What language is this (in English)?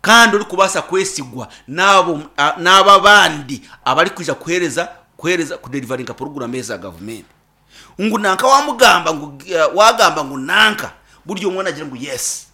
Nyankole